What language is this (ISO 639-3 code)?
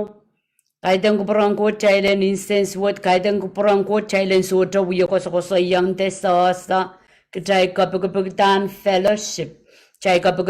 pon